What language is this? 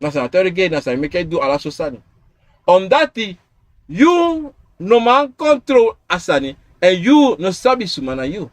Sranan Tongo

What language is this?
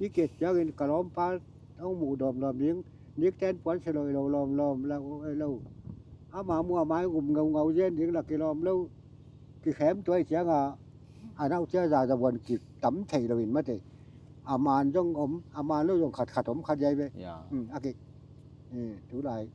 Tedim Chin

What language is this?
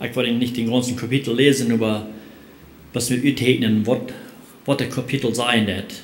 Plautdietsch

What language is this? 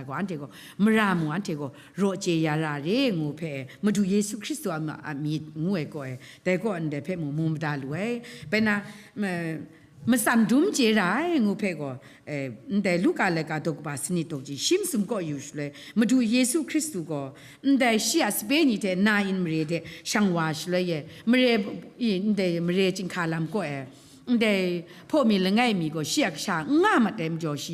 Kachin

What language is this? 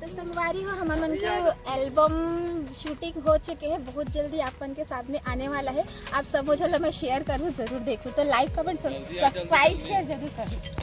Chhattisgarhi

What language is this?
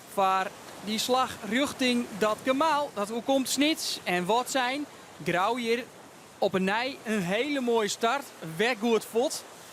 Western Frisian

